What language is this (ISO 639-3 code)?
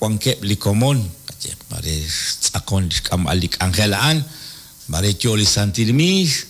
kek